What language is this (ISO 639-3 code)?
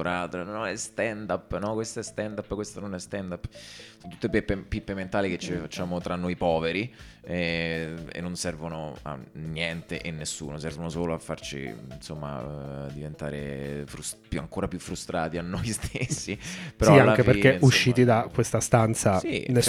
ita